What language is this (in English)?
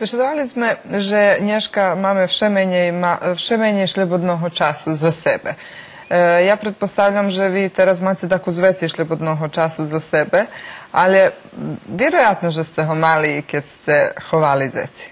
Rusyn